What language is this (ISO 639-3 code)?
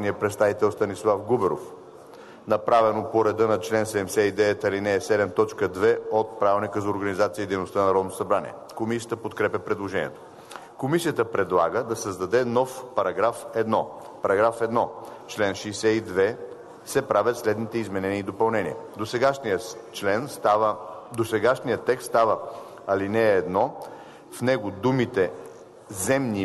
bul